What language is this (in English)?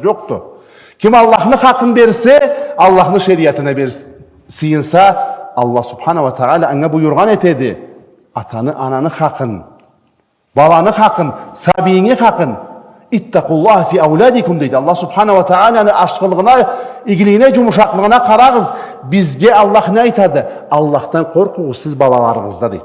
Karachay-Balkar